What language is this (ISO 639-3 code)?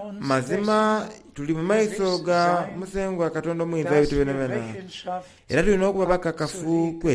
xog